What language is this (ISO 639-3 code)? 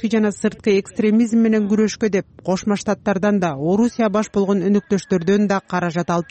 kir